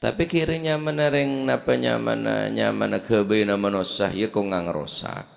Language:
Madurese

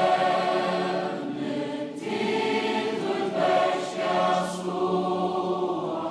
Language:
Faroese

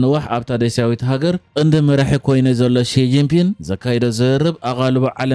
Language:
Tigrinya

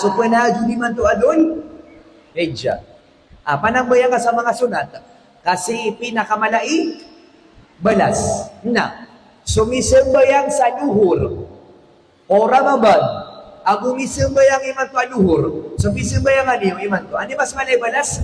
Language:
Maranao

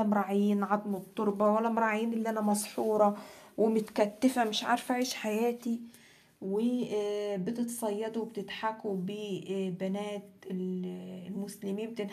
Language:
Egyptian Arabic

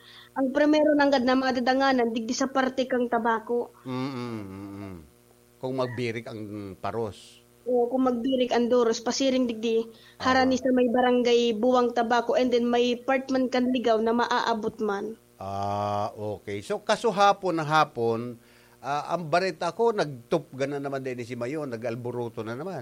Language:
Bikol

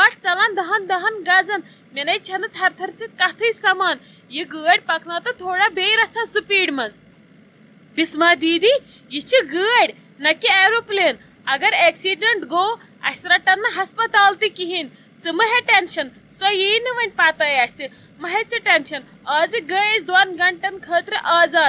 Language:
Kashmiri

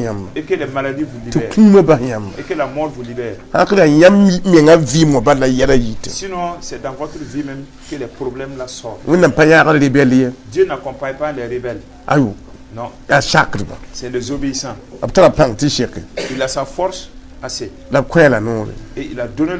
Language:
Mossi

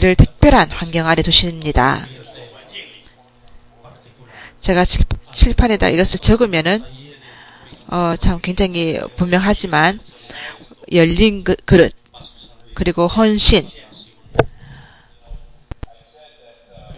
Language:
Korean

